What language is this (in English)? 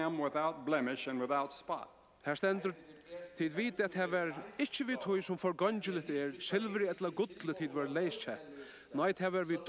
Faroese